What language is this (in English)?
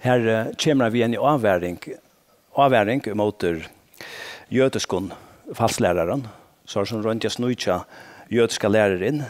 Faroese